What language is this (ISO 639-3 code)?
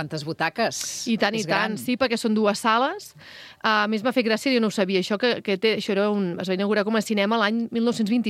cat